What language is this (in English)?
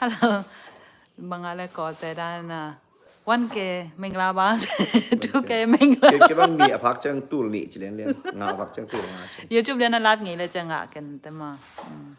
Tedim Chin